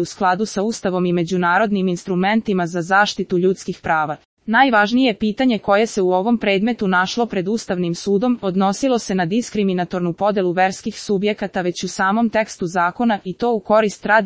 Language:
Serbian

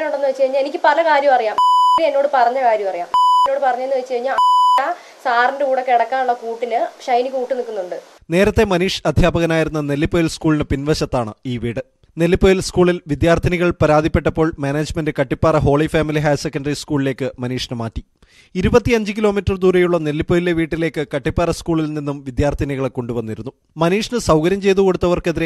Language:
Malayalam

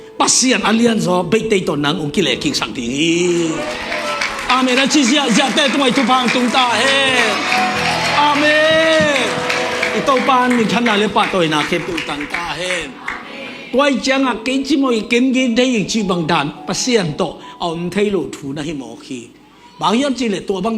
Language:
Tedim Chin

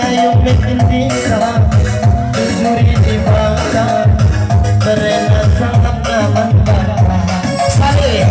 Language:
Batak Karo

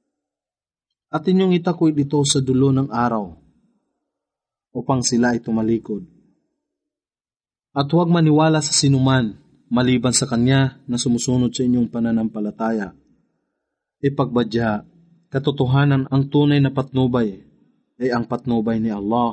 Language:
Filipino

